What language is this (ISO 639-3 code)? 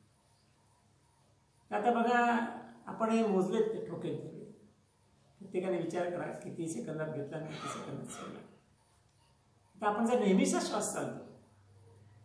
mar